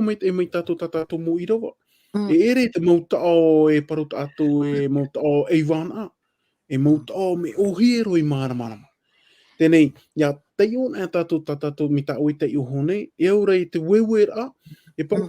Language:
Tahitian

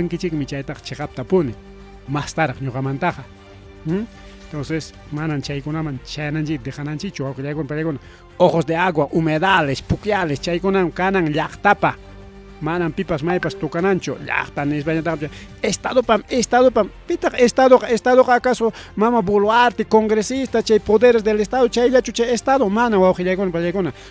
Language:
Ayacucho Quechua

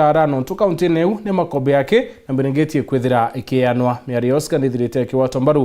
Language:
Meru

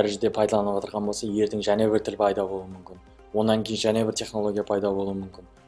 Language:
Kara-Kalpak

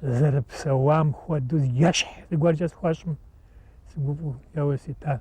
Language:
Kabardian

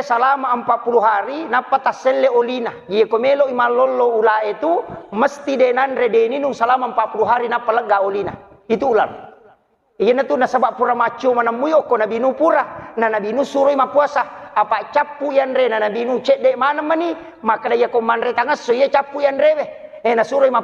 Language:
Buginese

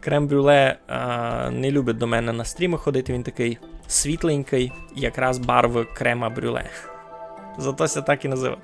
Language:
Rusyn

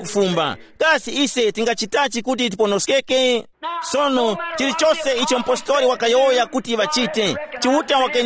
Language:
Tumbuka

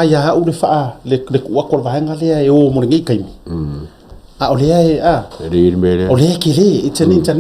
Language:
Samoan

